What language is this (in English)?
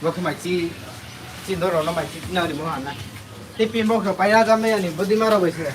Riang (India)